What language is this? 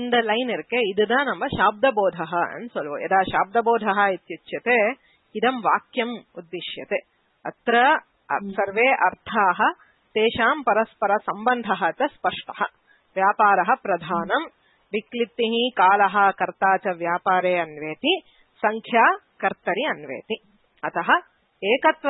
Sanskrit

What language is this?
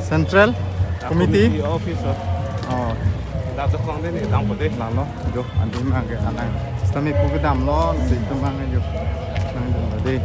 Karbi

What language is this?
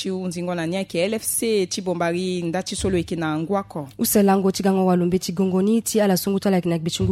Sango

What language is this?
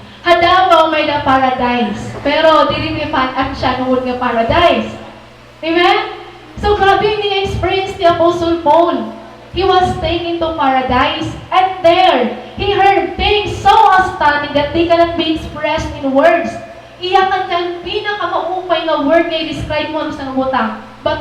Waray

